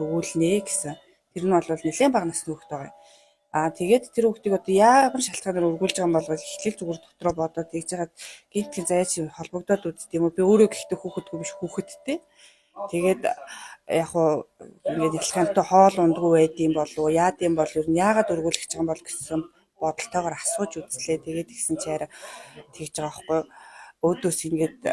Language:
Mongolian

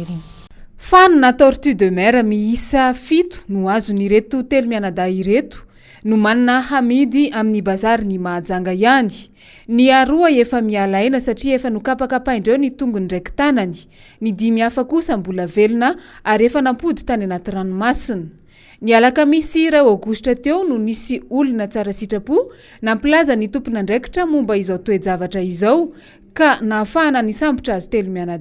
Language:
Malagasy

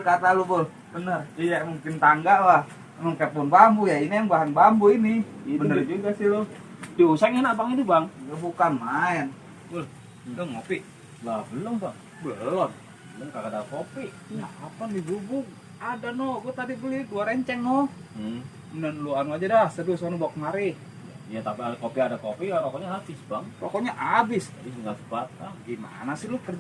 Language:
Betawi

